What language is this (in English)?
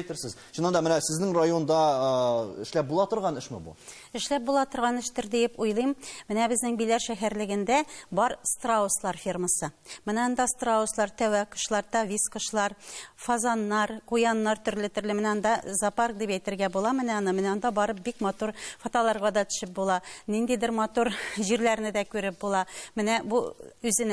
Tatar